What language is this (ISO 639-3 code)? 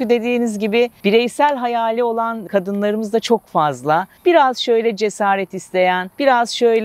tur